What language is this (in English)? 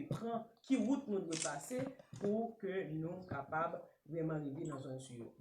Haitian Creole